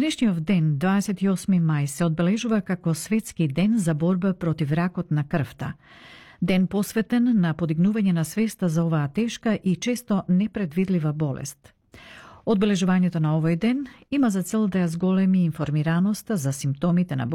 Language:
Macedonian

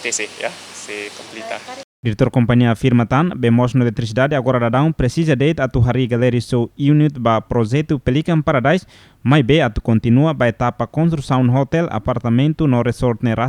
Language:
Tetum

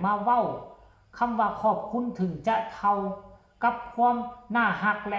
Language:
Lao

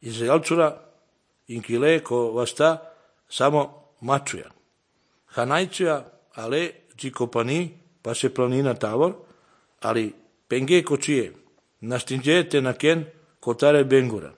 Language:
Slovenian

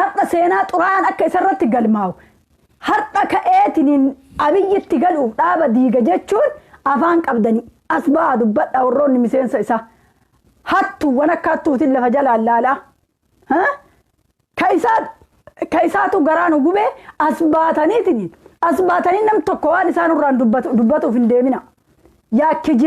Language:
Oromo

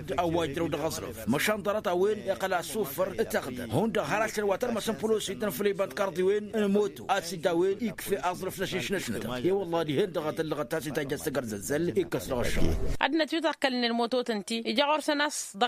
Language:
Tamasheq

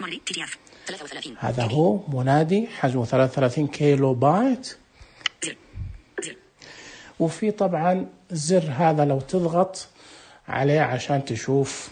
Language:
Najdi Arabic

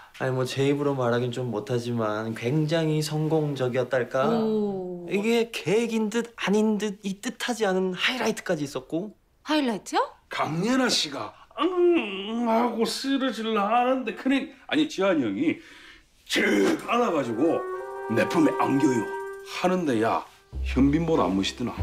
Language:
Korean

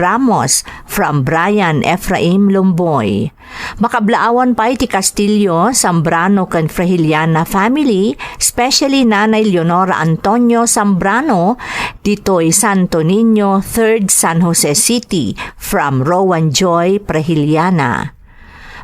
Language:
Iloko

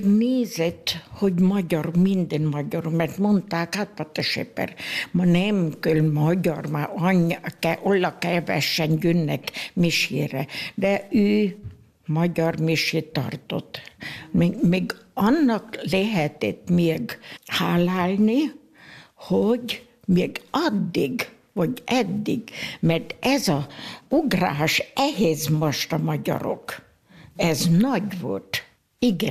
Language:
Hungarian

